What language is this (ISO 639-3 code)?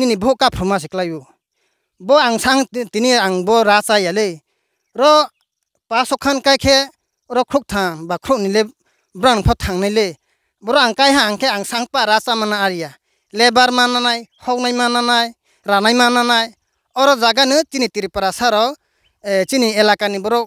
ria